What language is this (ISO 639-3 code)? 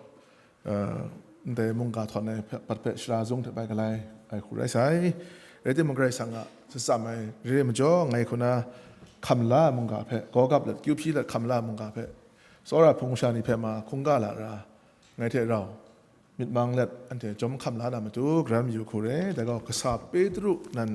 kac